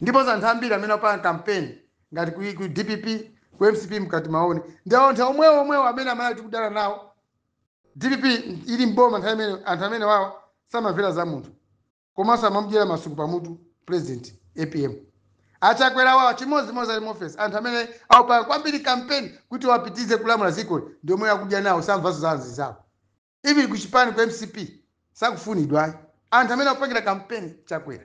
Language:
Nyanja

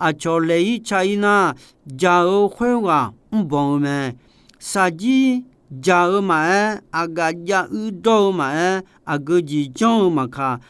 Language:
Akha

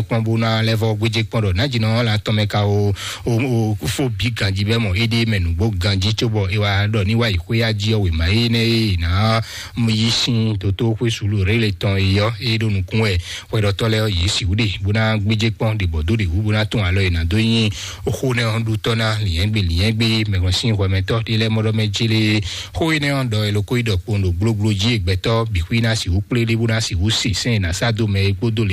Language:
Fon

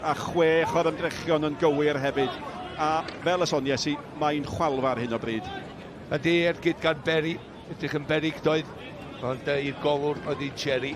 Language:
Welsh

